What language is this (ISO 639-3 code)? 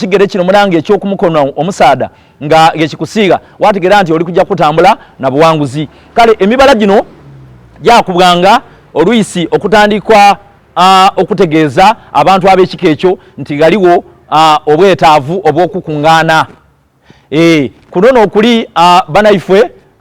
xog